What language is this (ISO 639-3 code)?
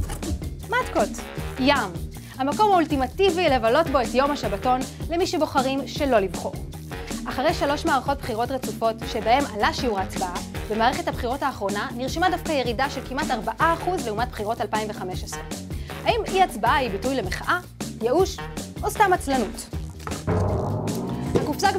heb